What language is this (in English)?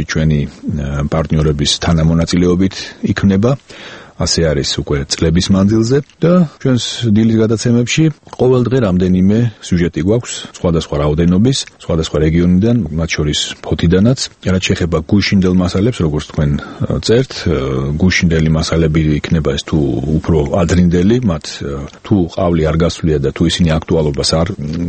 Georgian